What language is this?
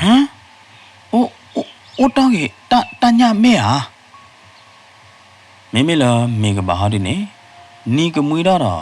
S'gaw Karen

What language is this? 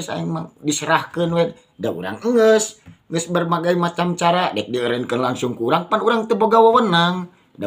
Sundanese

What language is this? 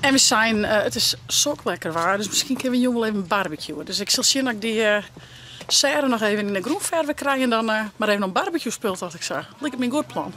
Western Frisian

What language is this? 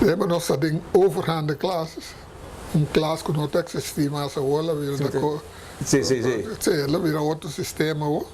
Papiamento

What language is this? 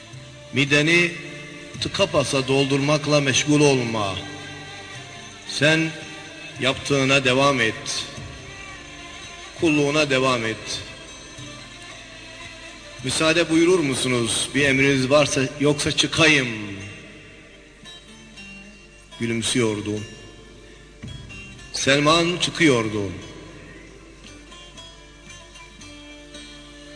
Turkish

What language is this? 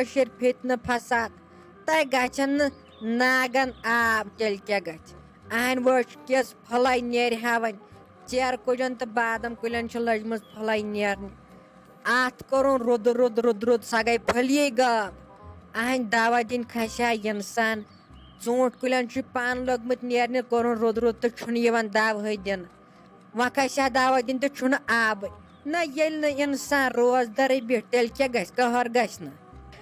Kashmiri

